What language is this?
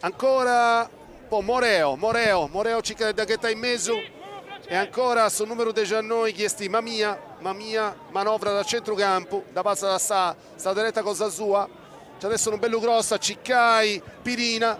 Sardinian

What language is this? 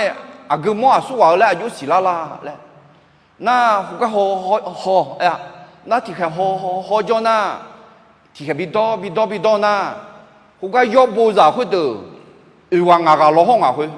Akha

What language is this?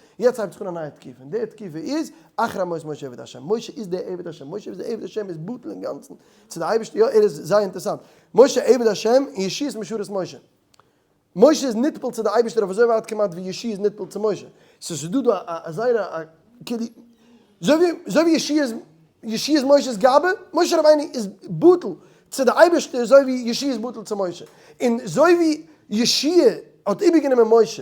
Yiddish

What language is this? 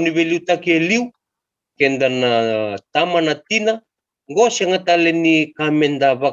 Fijian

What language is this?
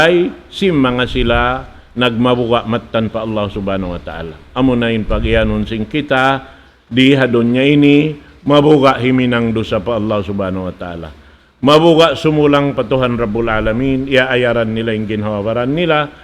Tausug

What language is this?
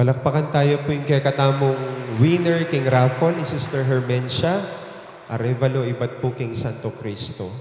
Pampanga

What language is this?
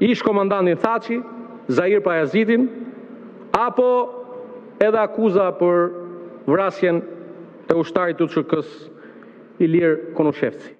Albanian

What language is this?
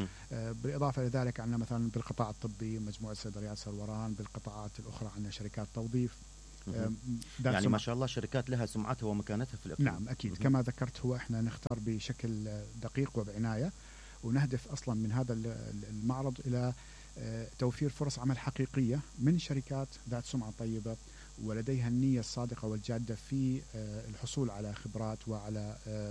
Mesopotamian Arabic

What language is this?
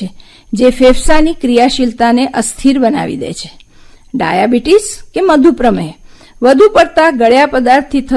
Gujarati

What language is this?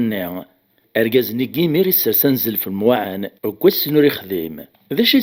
Kabyle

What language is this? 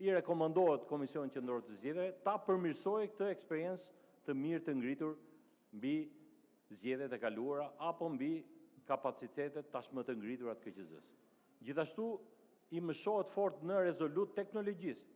Albanian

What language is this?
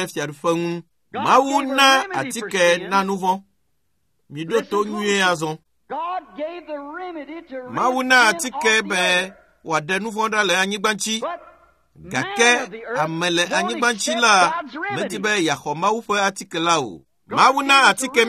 Ewe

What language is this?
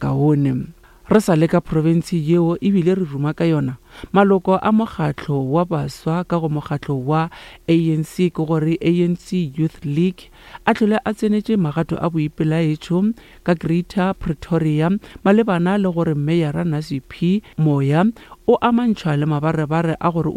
Northern Sotho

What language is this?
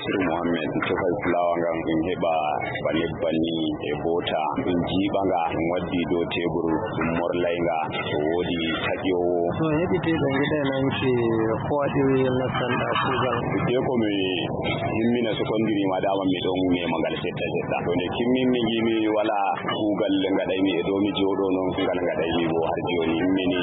Nigerian Fulfulde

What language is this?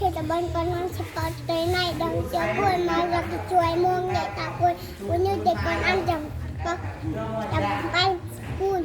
Eastern Bru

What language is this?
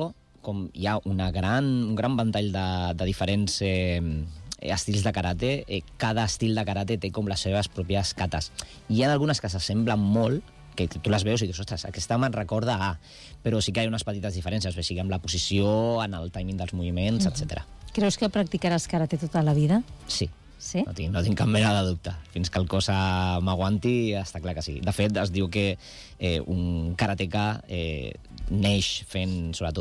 Catalan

